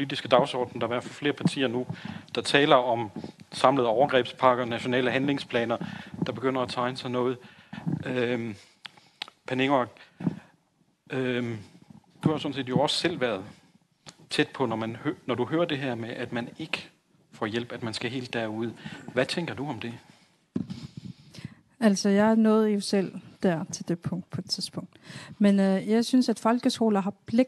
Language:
Danish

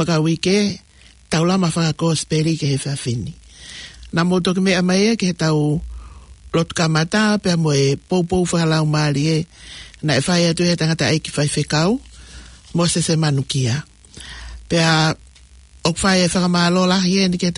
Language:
Tongan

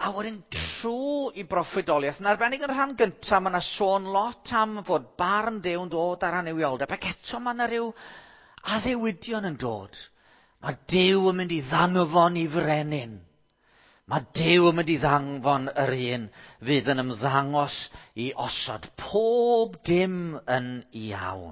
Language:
Welsh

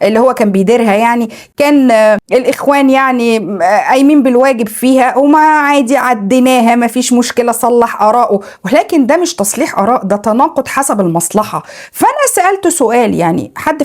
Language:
Egyptian Arabic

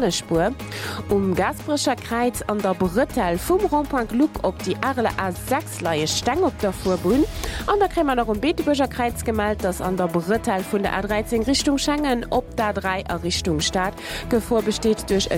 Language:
Luxembourgish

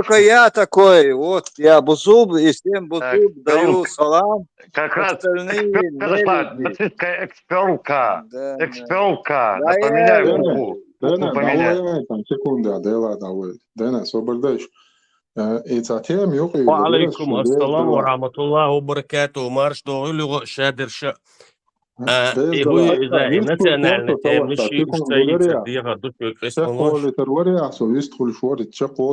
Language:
Chechen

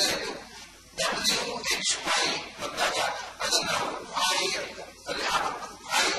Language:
Kannada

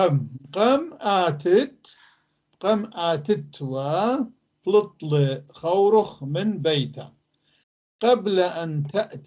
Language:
North Levantine Arabic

